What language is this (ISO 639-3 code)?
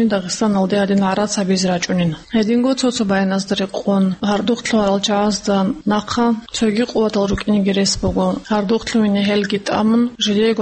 ava